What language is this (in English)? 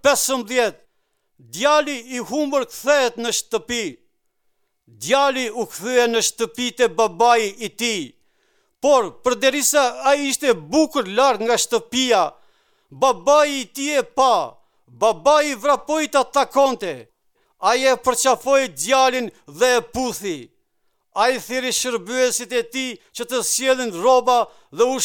Albanian